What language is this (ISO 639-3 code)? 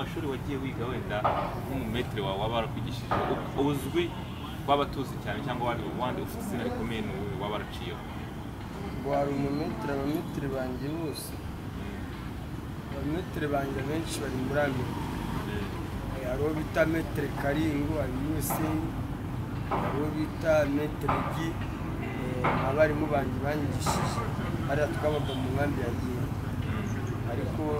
kin